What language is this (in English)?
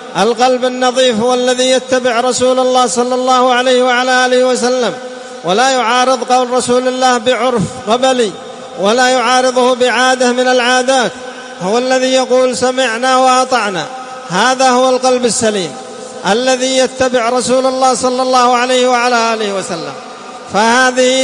Arabic